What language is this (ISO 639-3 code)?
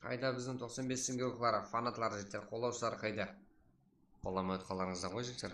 kaa